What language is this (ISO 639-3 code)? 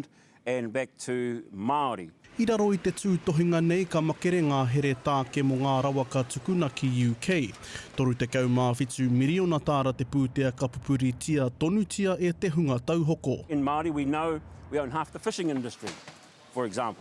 mri